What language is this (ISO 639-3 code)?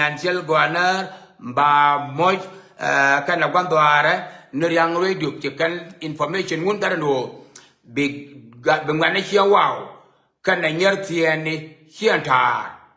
nus